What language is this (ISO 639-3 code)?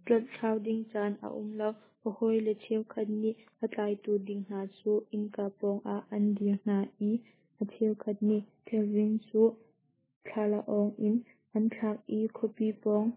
cnh